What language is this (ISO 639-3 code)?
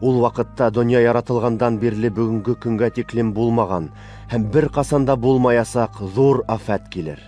bak